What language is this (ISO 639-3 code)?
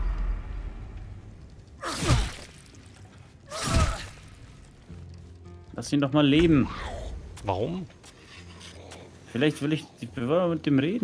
deu